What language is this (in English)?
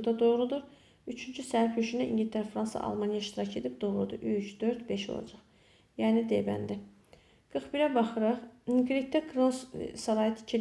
Azerbaijani